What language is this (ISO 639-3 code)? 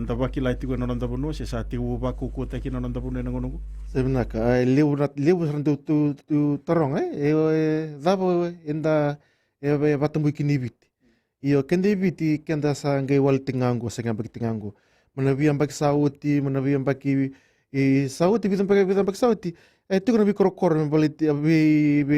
fij